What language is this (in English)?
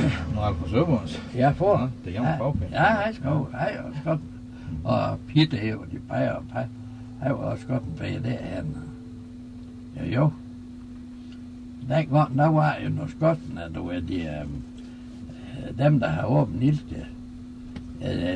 Danish